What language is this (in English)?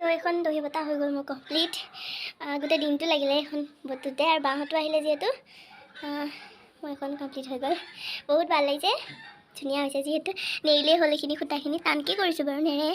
Assamese